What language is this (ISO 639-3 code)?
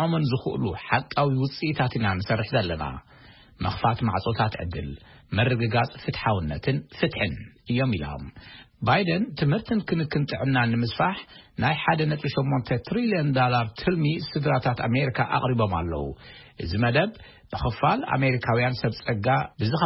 tir